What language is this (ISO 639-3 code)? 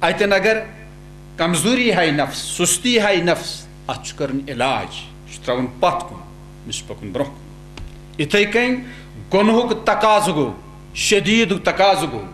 kas